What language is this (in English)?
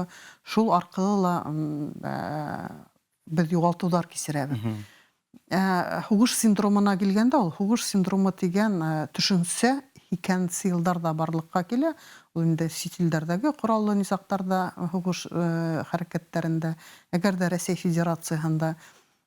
Bashkir